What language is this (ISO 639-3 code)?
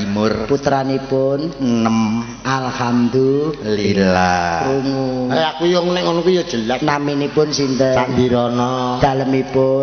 jav